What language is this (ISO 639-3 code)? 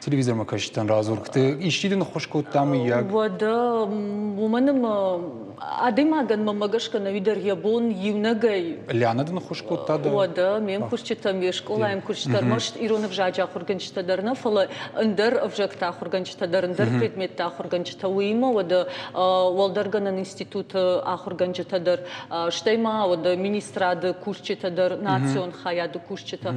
oss